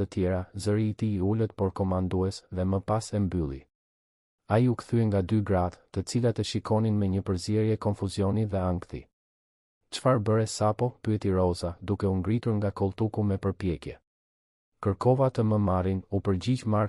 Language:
Albanian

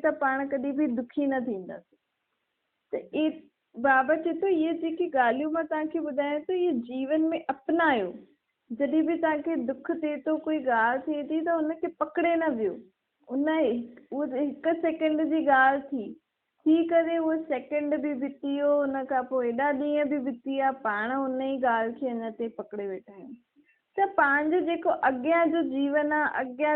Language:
Sindhi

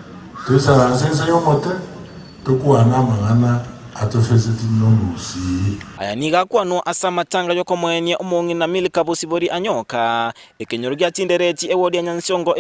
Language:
Gusii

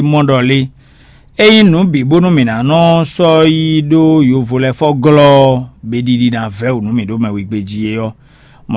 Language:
Fon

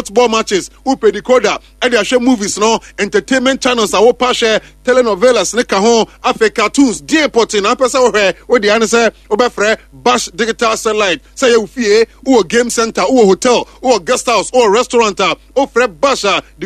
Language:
Akan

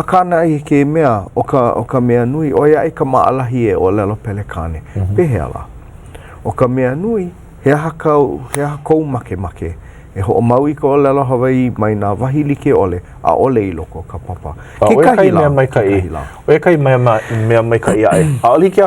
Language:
Hawaiian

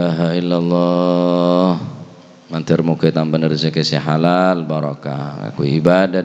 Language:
Madurese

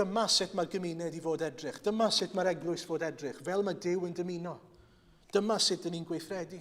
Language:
Welsh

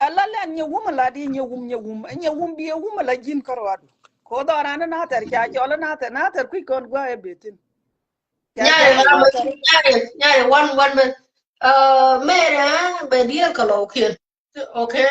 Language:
Nuer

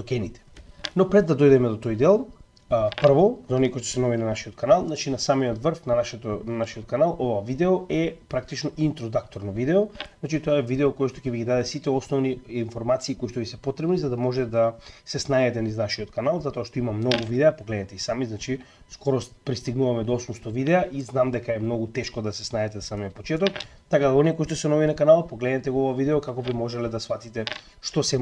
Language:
Macedonian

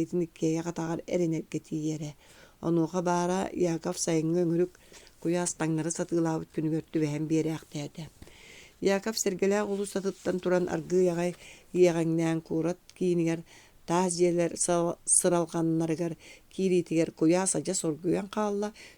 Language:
Yakut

